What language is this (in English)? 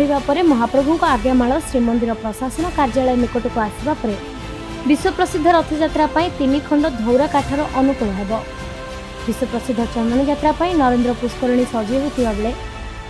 Odia